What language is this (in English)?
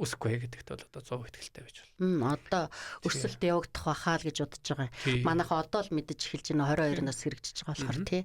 Mongolian